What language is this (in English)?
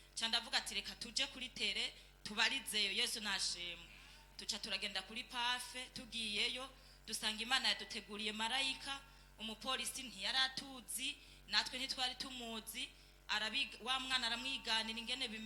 Rundi